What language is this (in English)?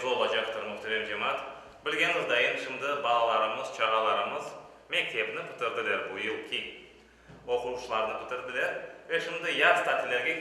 Crimean Tatar